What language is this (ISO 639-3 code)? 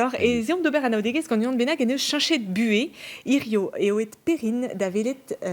bre